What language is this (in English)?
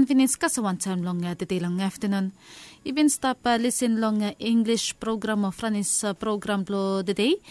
Bislama